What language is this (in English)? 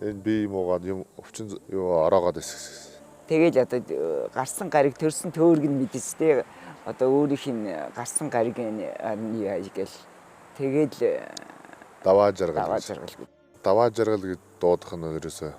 Mongolian